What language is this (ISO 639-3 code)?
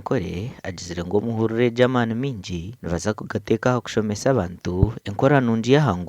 nyn